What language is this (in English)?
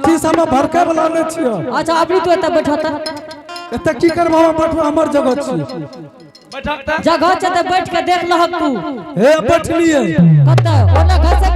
Angika